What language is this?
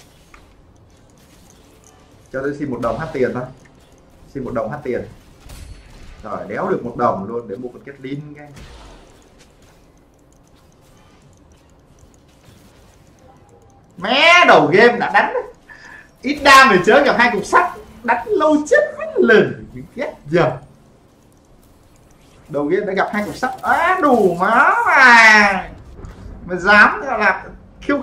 Vietnamese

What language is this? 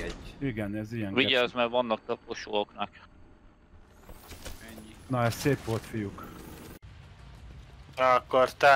Hungarian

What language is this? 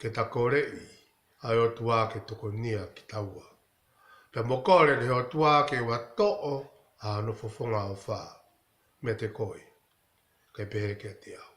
Tongan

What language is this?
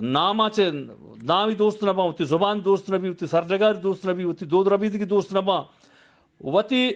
Eastern Balochi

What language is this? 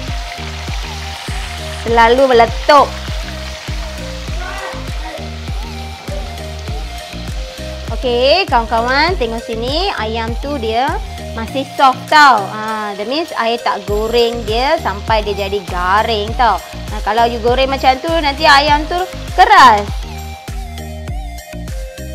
Malay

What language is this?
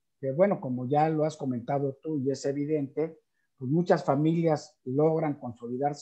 Spanish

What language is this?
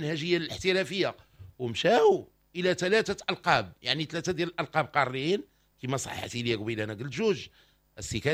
Moroccan Arabic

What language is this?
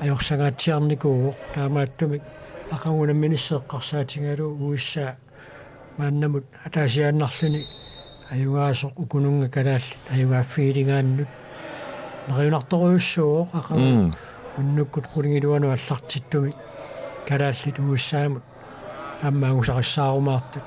Kalaallisut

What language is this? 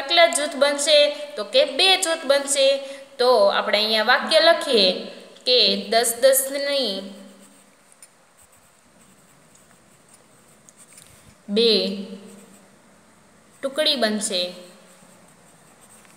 Gujarati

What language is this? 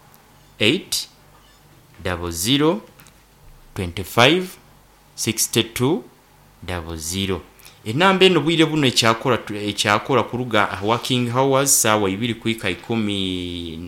Nyankole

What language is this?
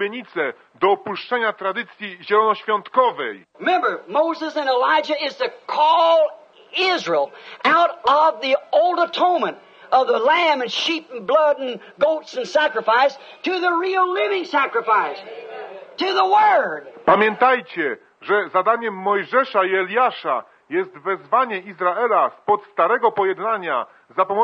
Polish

